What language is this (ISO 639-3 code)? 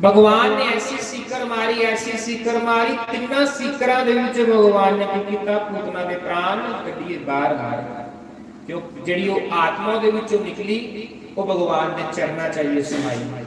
doi